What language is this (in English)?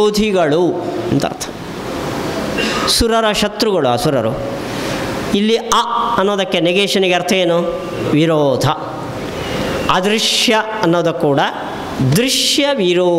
Kannada